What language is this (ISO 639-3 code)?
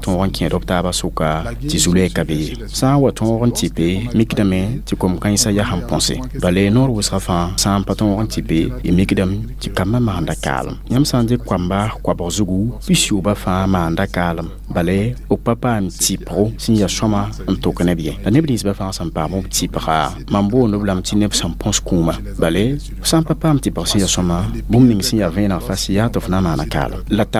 mos